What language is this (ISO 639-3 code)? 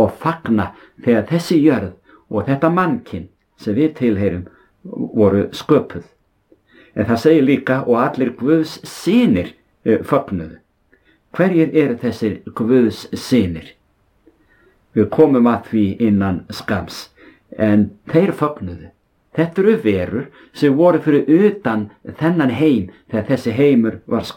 isl